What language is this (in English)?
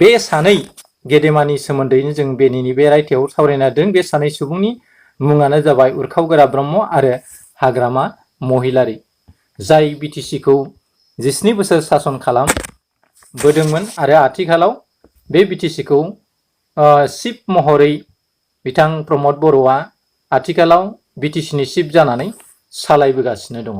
Bodo